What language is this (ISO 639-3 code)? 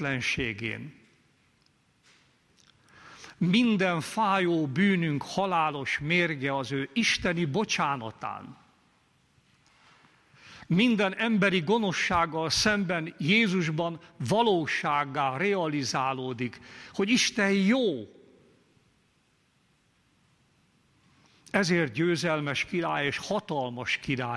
hun